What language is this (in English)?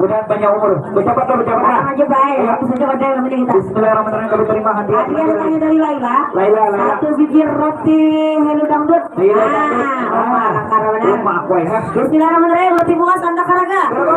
Banjar